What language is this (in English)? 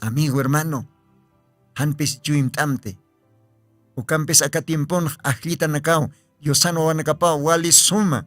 Aymara